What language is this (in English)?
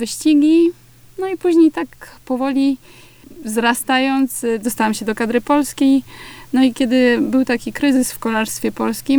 Polish